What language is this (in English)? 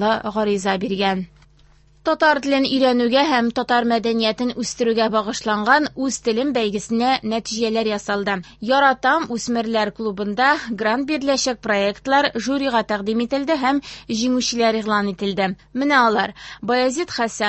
Tatar